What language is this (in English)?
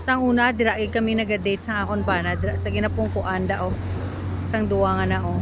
Hiligaynon